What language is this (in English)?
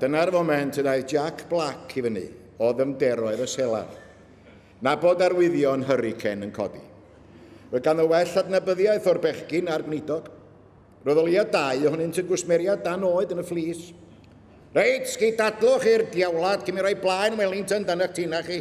Welsh